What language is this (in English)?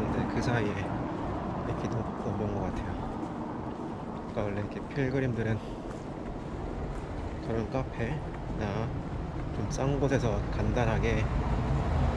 Korean